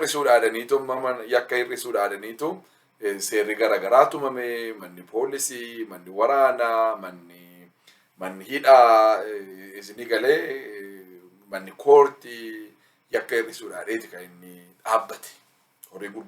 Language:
Oromo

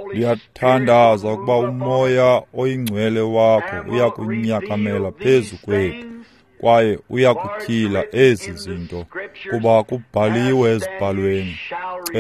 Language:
Xhosa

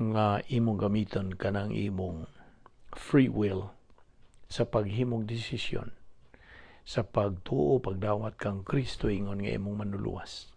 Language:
Cebuano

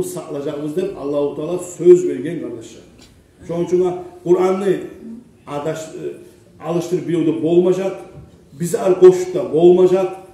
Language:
Kumyk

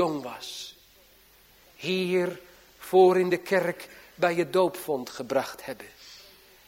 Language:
Dutch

